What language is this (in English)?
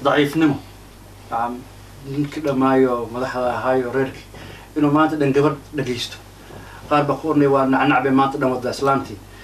Somali